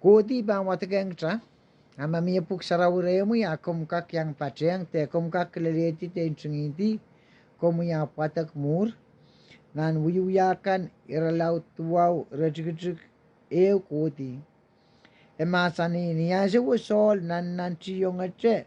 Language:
Pohnpeian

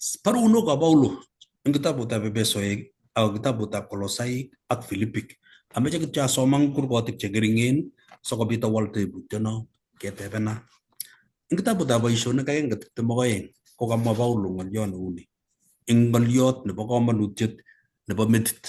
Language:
Kalenjin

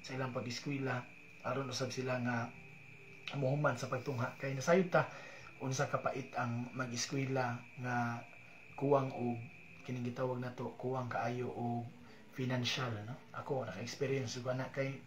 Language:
Cebuano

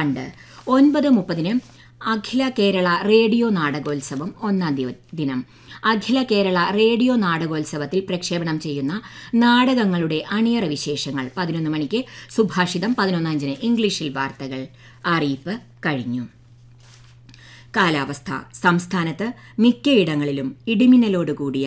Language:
Malayalam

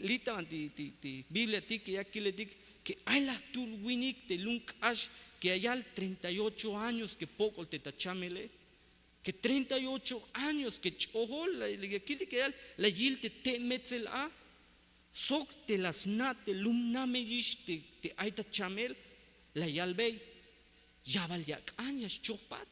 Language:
Tzeltal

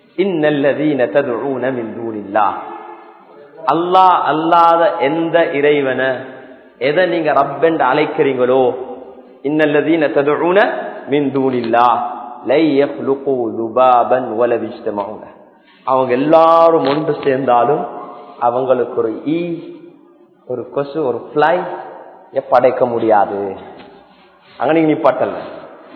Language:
Tamil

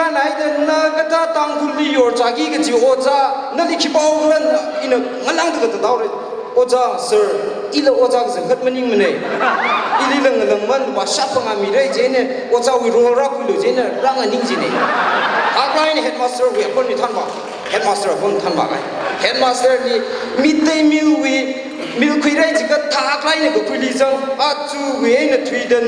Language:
Tangkhul Naga (India)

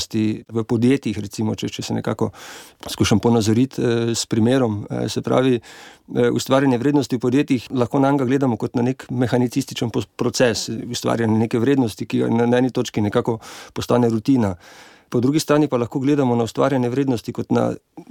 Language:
Slovenian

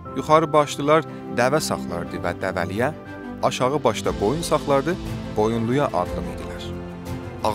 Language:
South Azerbaijani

